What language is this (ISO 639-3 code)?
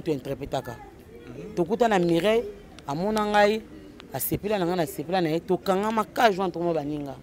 lin